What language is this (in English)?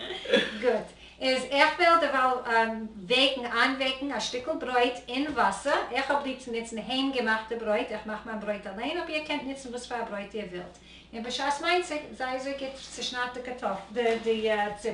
Yiddish